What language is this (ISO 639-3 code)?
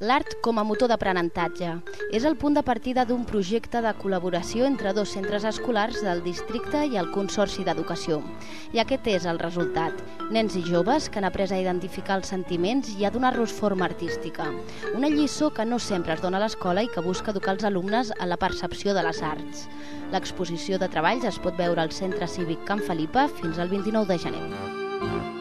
cat